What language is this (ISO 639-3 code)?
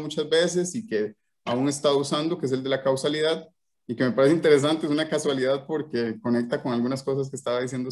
spa